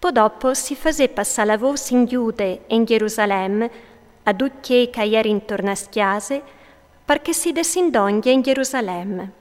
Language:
Friulian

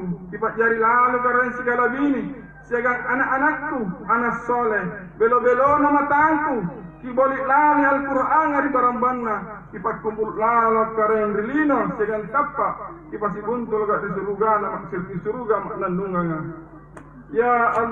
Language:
Makasar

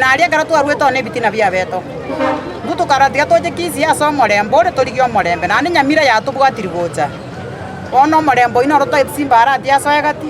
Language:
Gusii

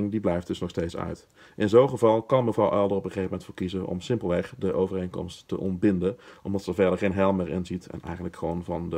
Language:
Dutch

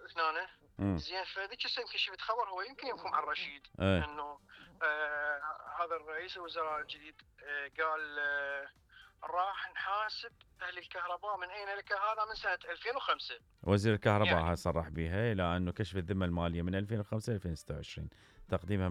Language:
Mesopotamian Arabic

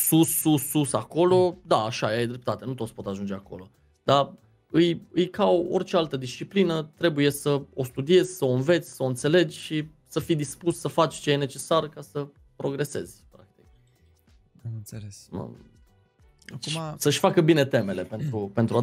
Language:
Romanian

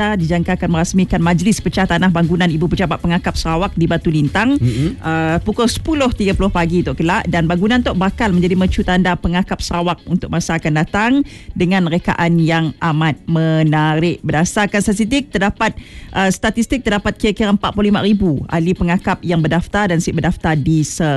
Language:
Malay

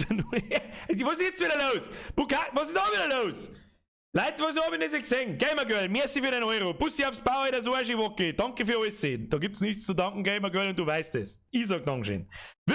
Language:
Bavarian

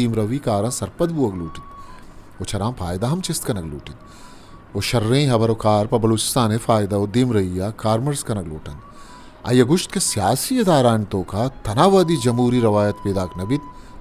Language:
Eastern Balochi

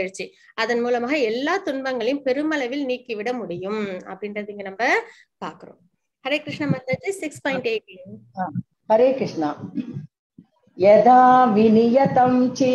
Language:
Tamil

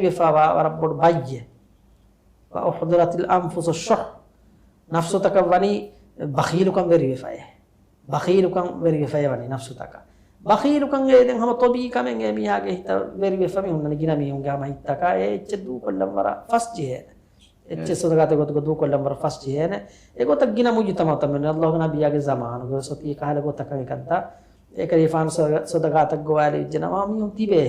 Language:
Divehi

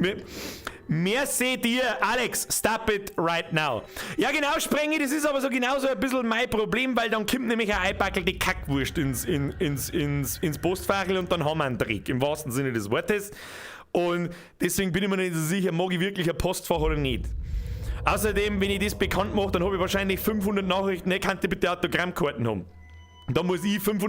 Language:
Bavarian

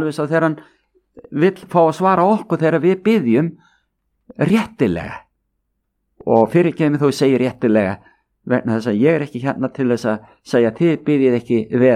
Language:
Icelandic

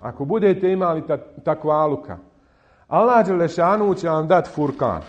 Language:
Bosnian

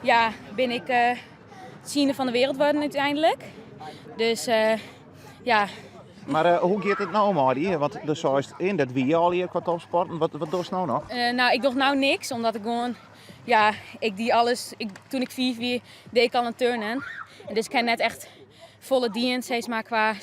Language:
Western Frisian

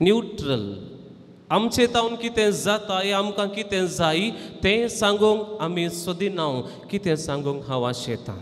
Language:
Konkani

